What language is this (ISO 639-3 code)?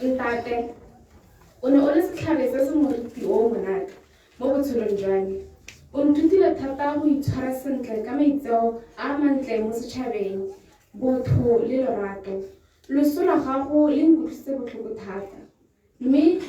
tsn